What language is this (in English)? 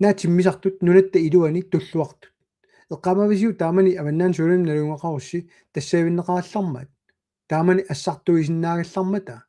Kalaallisut